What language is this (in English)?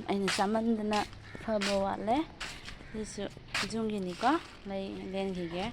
Manipuri